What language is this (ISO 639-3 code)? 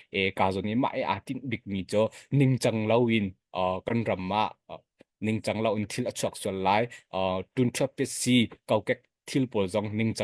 cnh